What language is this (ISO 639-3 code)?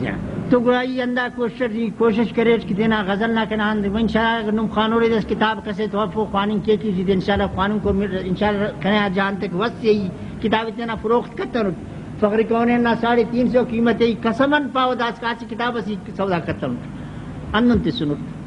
brh